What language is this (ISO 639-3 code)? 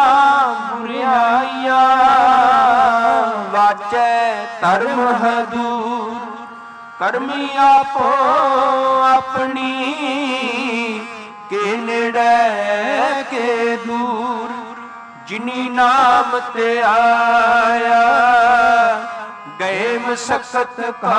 pan